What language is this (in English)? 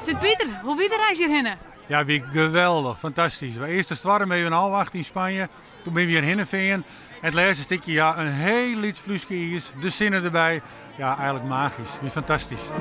Western Frisian